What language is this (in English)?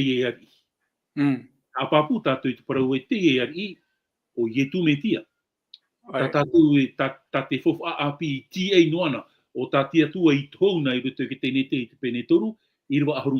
Tahitian